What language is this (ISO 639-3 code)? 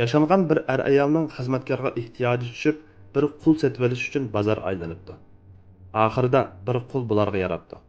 uig